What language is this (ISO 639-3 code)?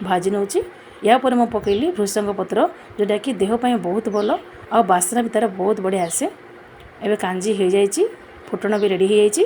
ori